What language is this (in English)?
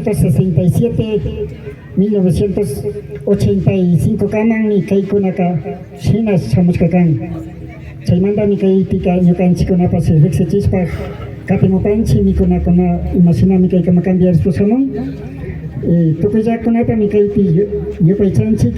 Imbabura Highland Quichua